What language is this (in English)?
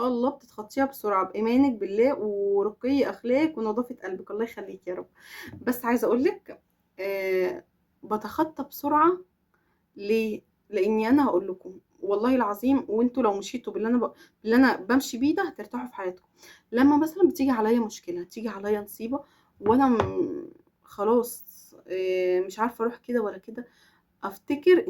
Egyptian Arabic